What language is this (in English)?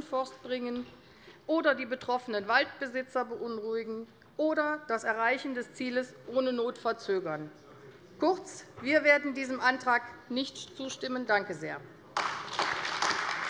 German